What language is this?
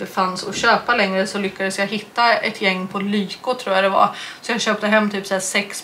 Swedish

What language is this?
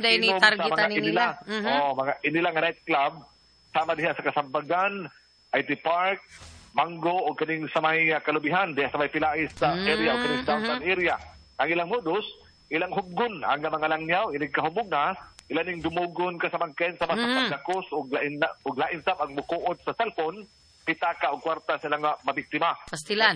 Cebuano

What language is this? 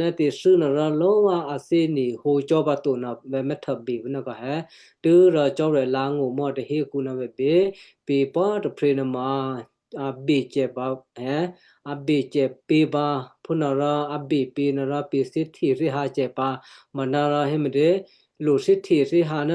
Western Kayah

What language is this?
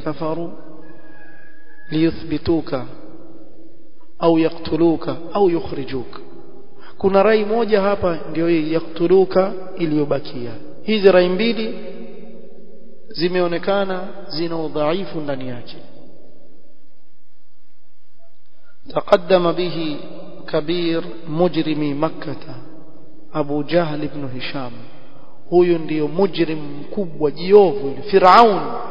Swahili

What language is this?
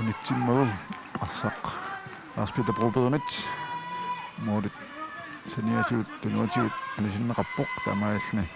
Kalaallisut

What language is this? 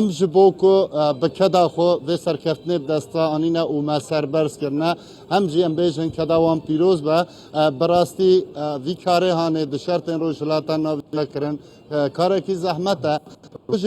Kurdish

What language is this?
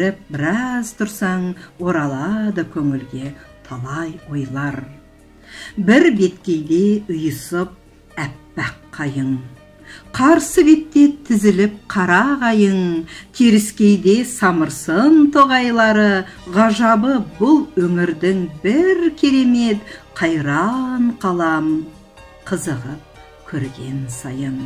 Kazakh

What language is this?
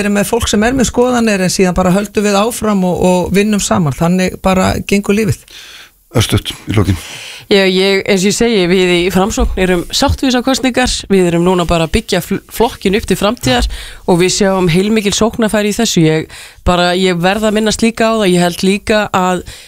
Icelandic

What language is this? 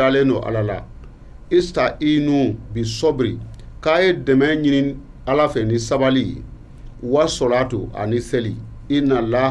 Bambara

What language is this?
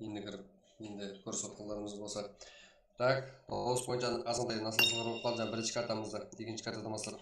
Kara-Kalpak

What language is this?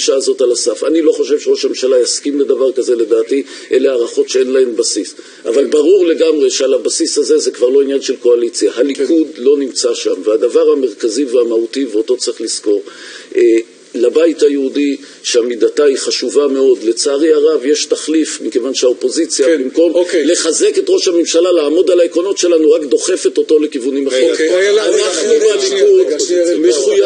Hebrew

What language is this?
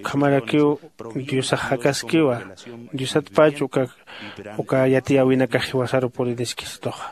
Aymara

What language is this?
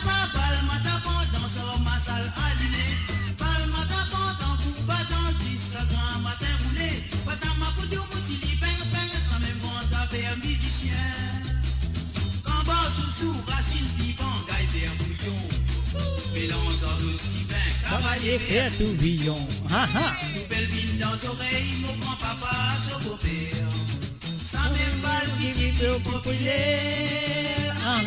Morisyen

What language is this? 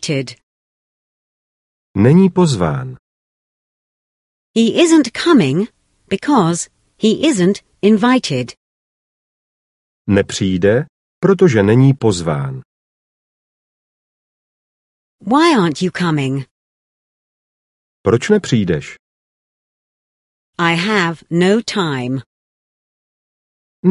Czech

